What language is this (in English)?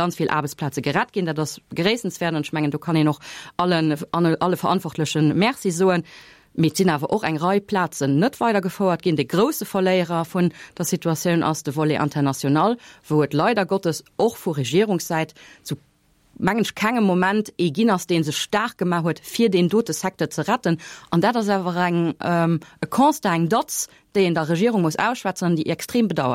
Luxembourgish